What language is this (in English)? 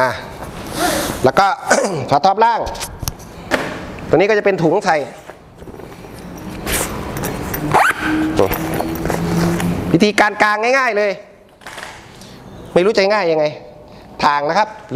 Thai